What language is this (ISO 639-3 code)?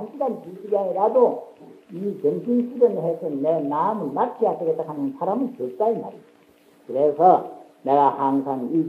kor